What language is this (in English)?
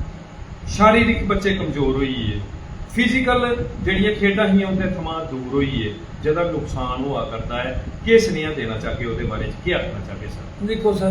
Dogri